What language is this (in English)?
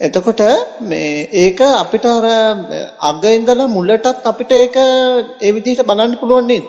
Sinhala